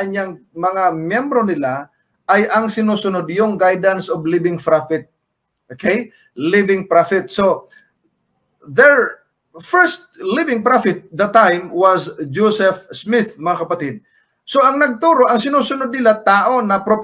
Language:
Filipino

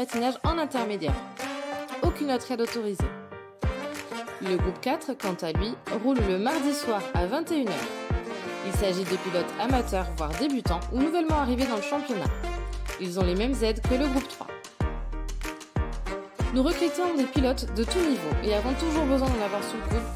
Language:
French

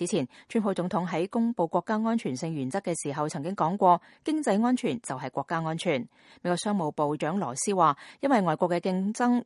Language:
Cantonese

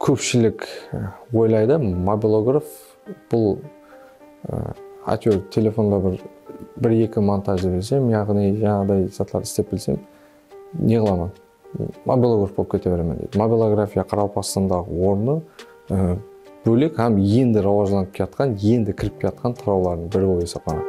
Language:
Kara-Kalpak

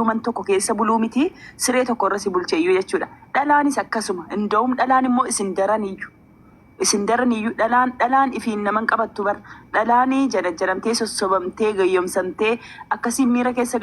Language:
Oromo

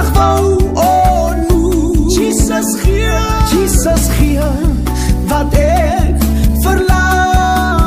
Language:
Afrikaans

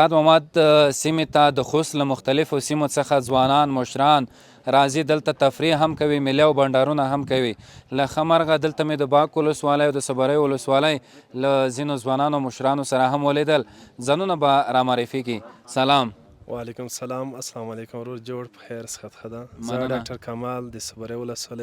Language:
Pashto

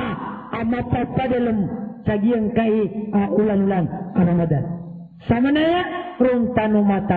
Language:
Maranao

